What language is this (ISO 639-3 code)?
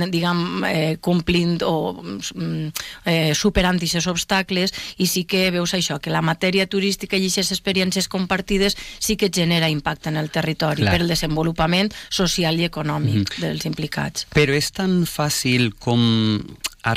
cat